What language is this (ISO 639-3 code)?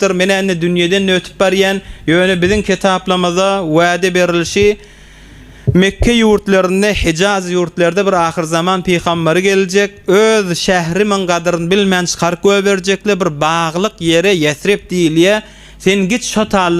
tuk